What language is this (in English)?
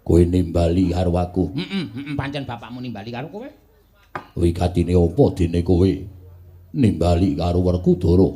Javanese